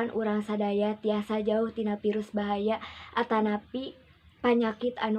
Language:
Sundanese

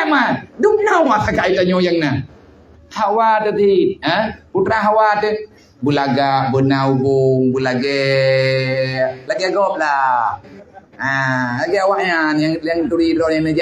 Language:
Achinese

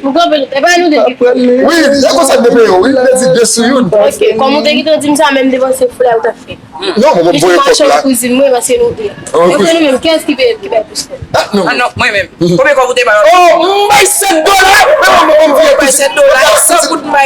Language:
Haitian Creole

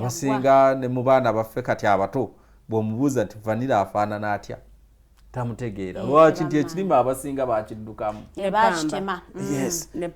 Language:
Ganda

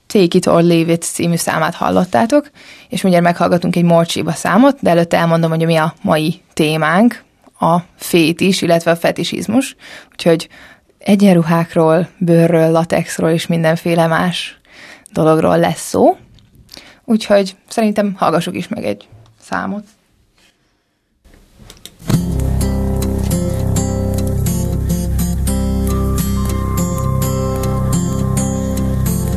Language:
Hungarian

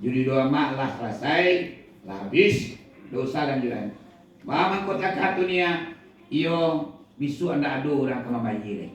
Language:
Minangkabau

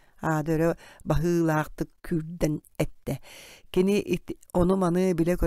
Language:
Yakut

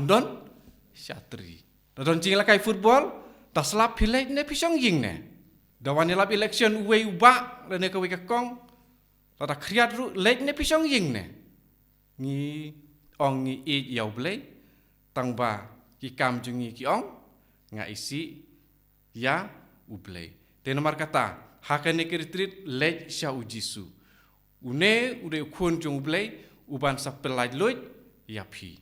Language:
Khasi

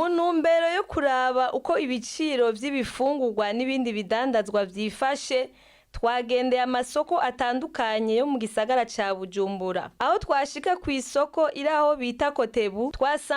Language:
Rundi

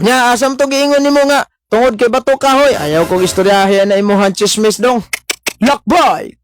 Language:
Cebuano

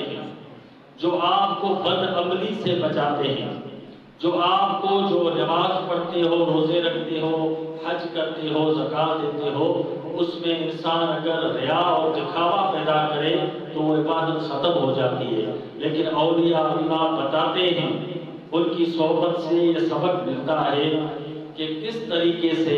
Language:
Urdu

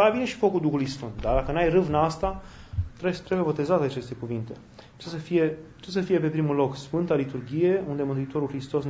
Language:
Romanian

